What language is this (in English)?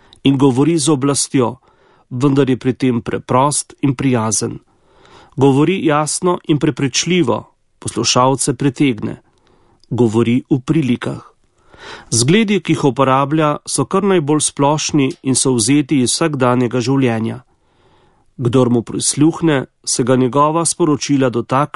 Slovenian